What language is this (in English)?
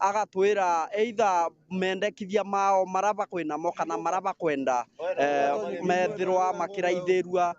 Meru